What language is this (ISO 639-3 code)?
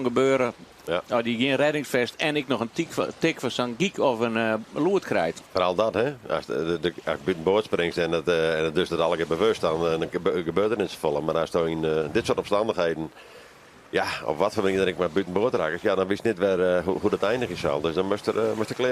fry